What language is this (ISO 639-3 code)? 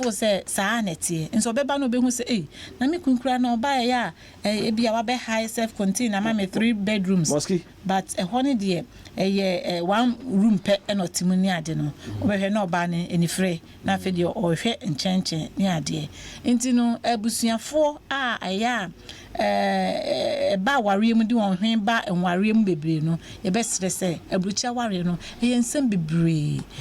aka